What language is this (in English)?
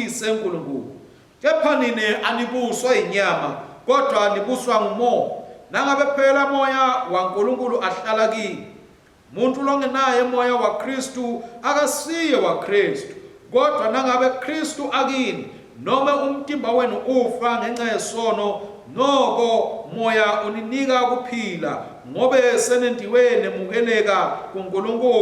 Swati